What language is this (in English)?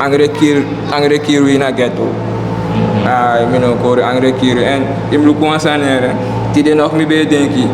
Sranan Tongo